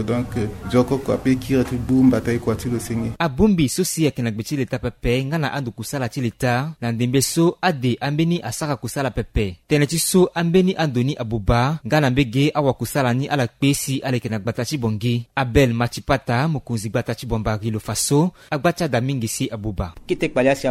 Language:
Sango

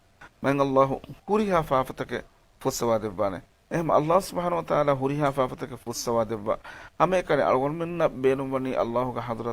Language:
Divehi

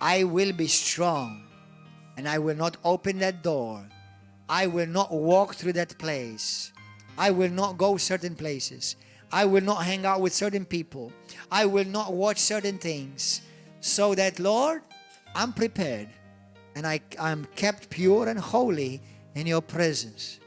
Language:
English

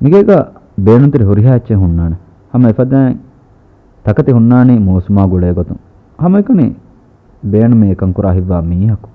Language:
Divehi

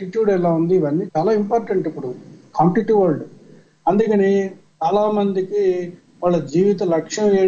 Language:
Telugu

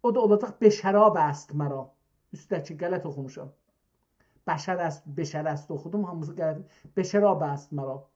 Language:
South Azerbaijani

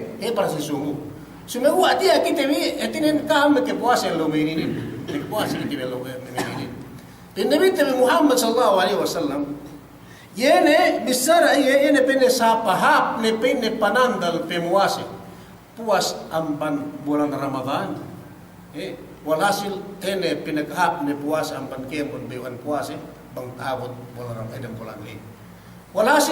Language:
Yakan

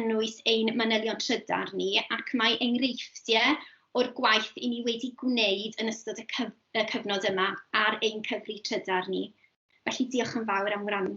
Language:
Welsh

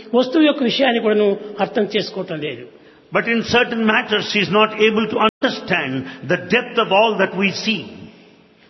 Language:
Telugu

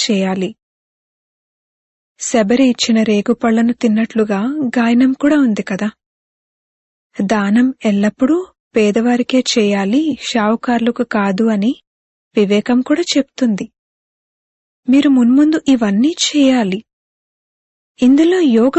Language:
Telugu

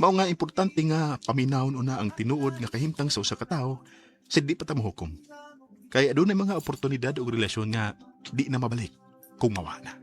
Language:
Cebuano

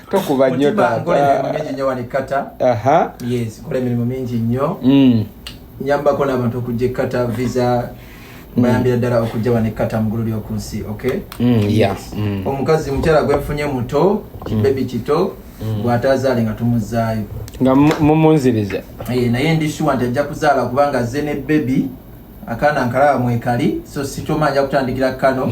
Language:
Ganda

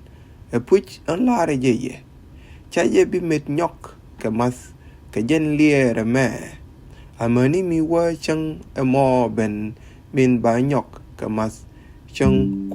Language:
Nuer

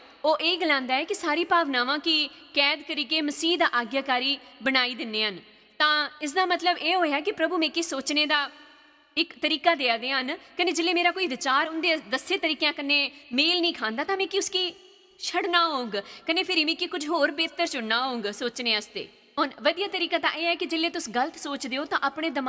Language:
Dogri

